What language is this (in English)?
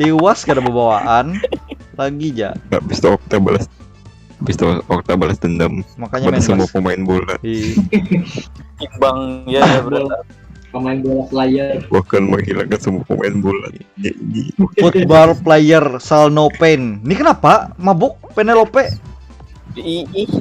Banjar